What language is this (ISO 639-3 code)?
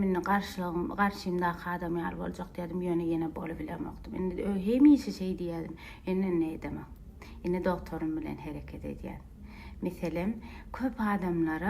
tuk